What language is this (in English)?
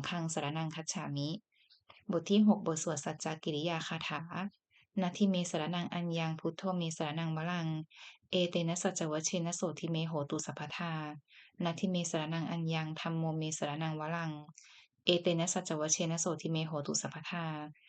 Pali